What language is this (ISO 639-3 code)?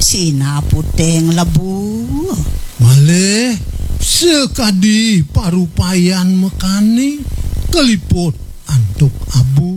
ban